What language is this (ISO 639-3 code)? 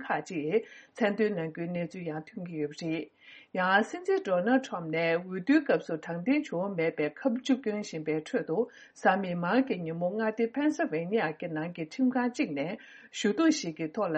bod